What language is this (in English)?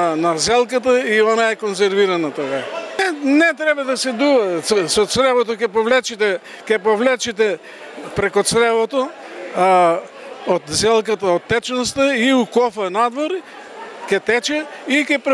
Macedonian